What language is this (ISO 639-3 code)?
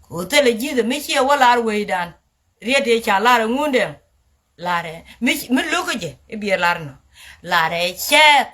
nus